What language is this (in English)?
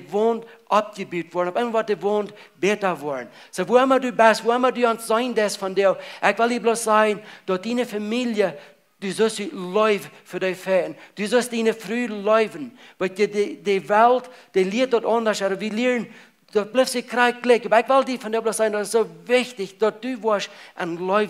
Plautdietsch